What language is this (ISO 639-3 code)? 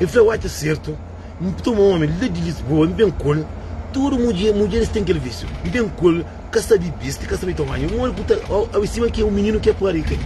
kea